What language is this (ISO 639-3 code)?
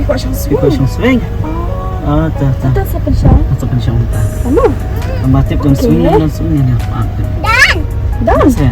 kha